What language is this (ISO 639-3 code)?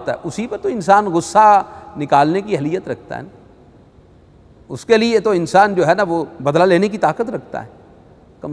urd